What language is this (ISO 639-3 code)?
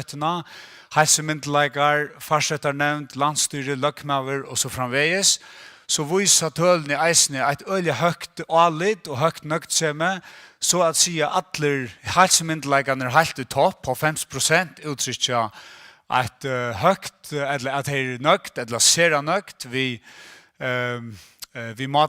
fao